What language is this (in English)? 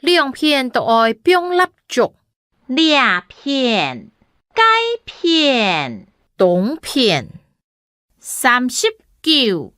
Hakka Chinese